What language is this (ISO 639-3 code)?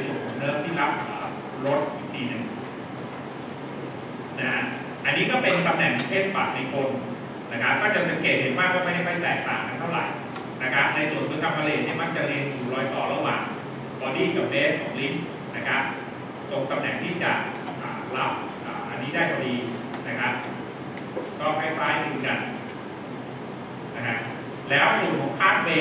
tha